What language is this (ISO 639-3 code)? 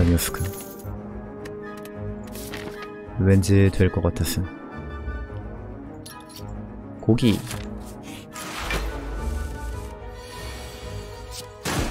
kor